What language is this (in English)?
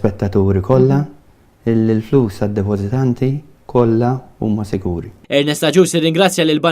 Maltese